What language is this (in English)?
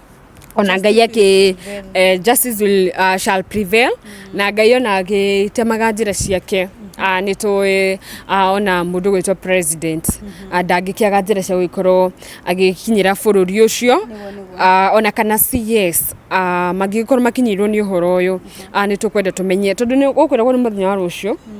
Kikuyu